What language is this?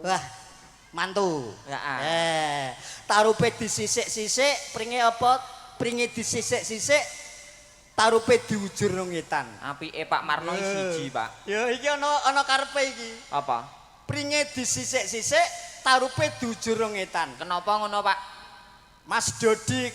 Javanese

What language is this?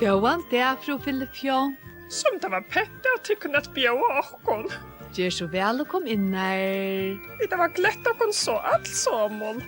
Faroese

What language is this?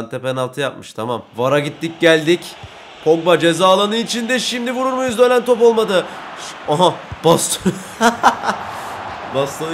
Turkish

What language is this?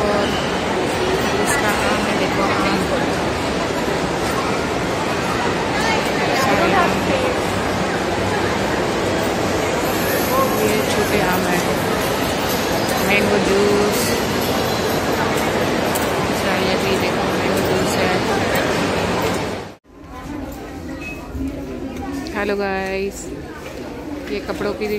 Hindi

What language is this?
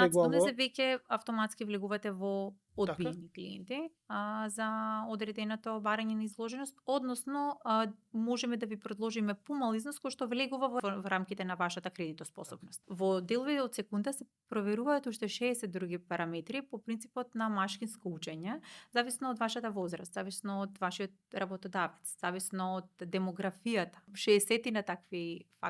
Macedonian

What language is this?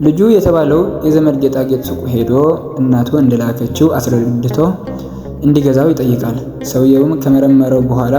Amharic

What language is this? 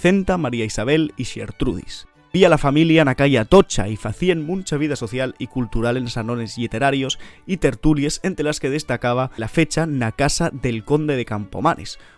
Asturian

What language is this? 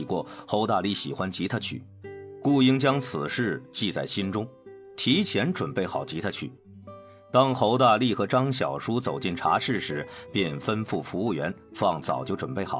Chinese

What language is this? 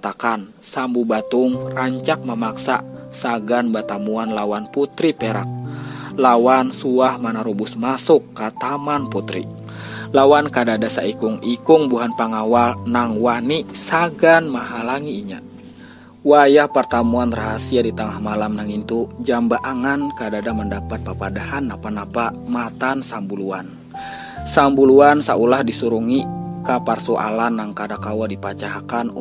Banjar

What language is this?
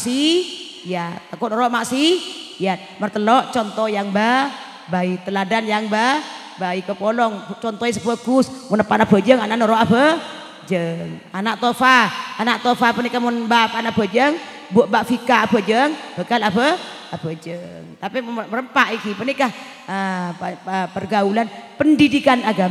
Madurese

